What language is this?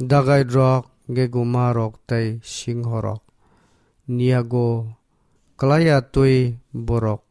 Kok Borok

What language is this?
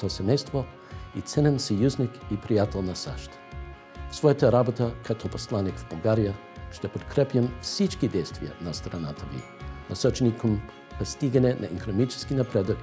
Bulgarian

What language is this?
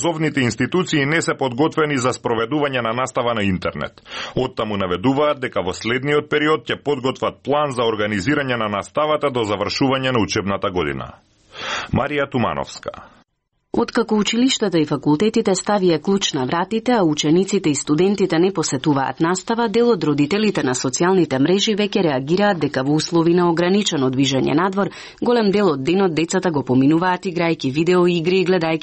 Macedonian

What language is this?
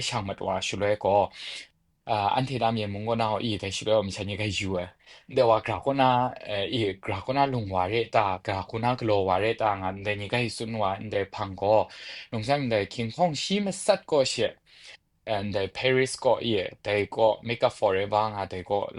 Kachin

